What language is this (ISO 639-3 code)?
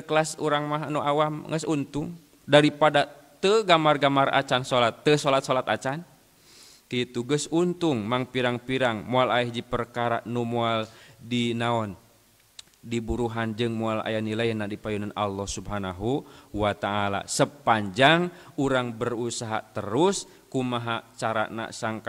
sun